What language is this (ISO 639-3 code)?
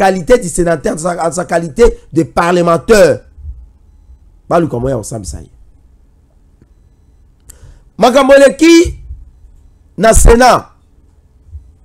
fra